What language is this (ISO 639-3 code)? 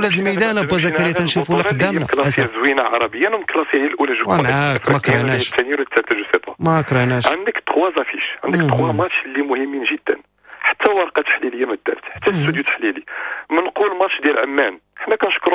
ary